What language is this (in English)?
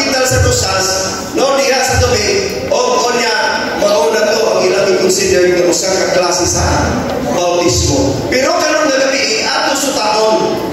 Cebuano